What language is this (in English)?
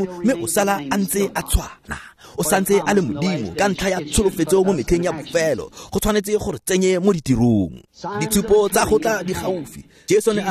Tswana